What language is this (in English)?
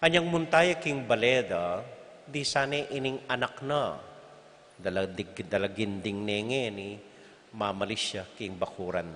Pampanga